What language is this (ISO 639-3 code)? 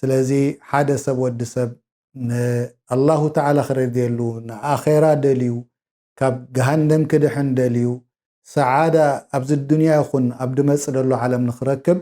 tir